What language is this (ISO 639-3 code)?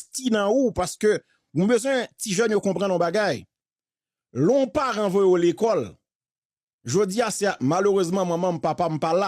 hat